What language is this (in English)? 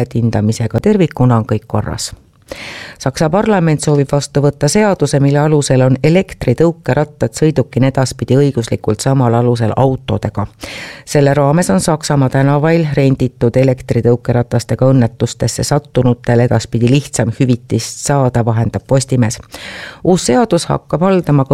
Estonian